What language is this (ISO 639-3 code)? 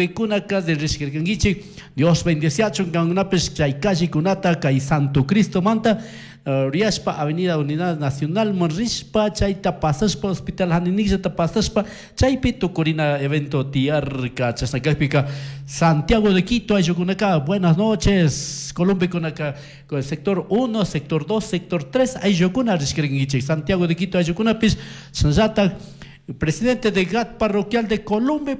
qug